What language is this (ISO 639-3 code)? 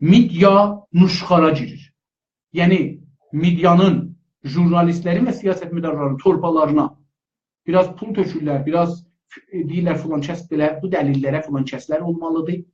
azb